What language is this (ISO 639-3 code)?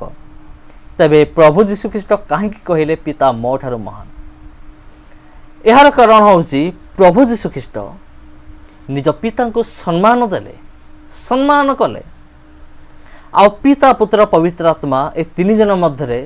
ori